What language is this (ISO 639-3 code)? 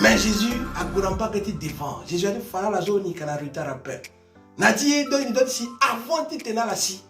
sag